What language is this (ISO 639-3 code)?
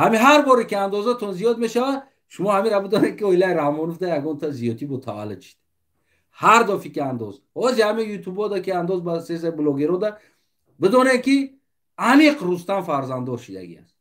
tgk